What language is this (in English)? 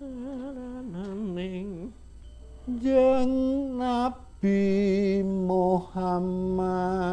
Javanese